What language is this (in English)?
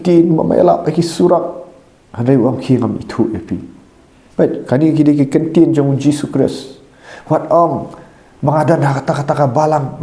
Khasi